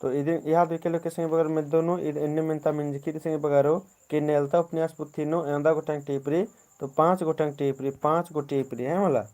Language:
Kurukh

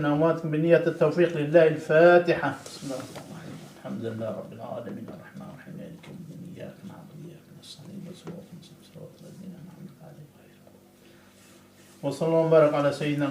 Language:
Kurdish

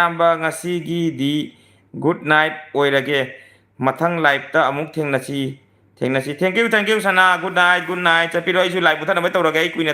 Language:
Manipuri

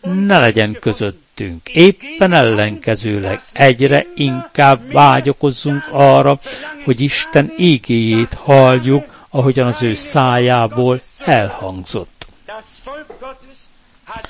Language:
Hungarian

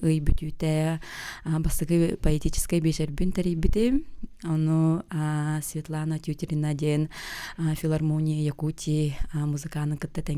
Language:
Yakut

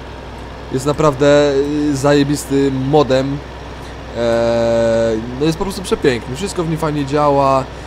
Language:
Polish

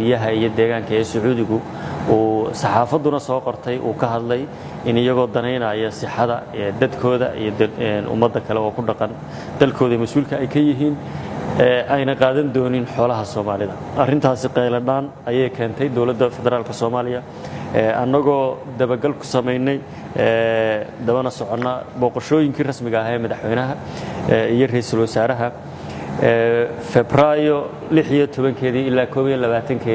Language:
Somali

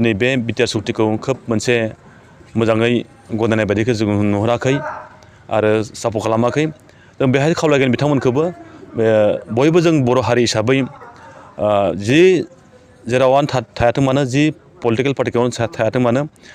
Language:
Bodo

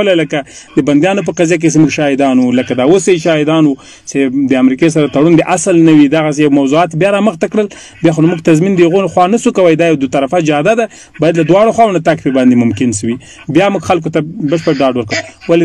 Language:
Pashto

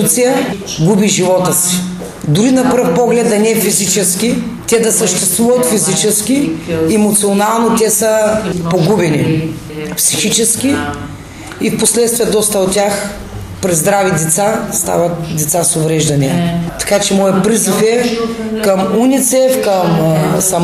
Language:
Bulgarian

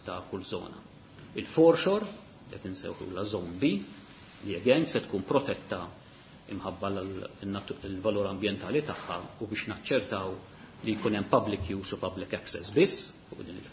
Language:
Maltese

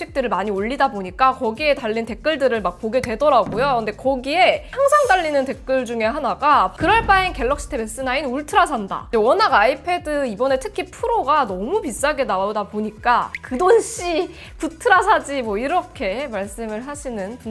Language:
Korean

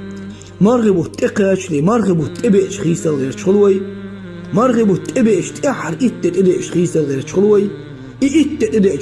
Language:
Chechen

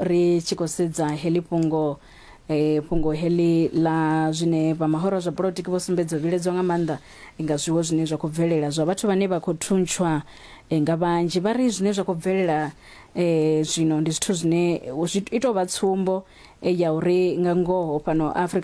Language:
Venda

